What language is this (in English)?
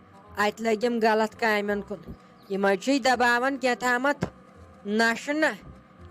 Kashmiri